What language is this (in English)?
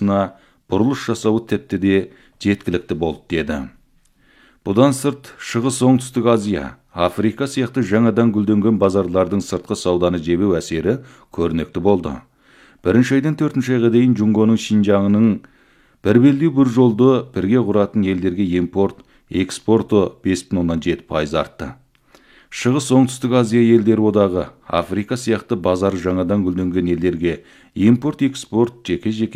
Kazakh